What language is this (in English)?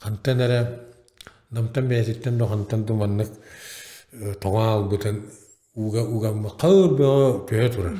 Yakut